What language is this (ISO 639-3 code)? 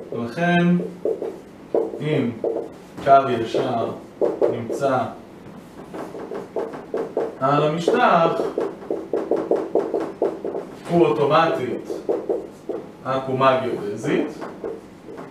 heb